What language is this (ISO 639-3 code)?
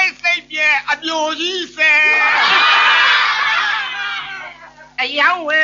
mya